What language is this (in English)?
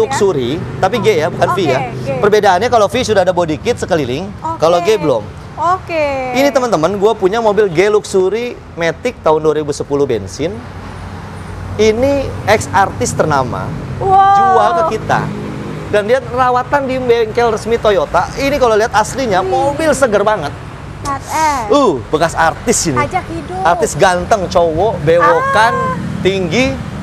Indonesian